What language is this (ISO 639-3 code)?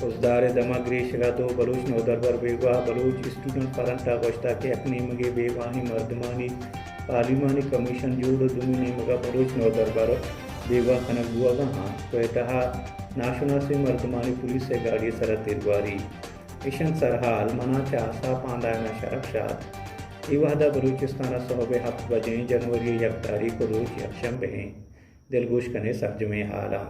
bal